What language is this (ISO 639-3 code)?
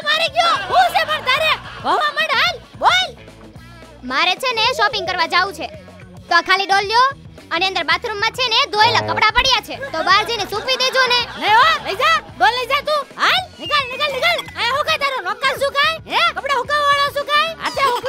guj